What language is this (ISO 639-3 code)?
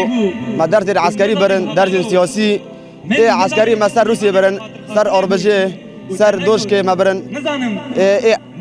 kur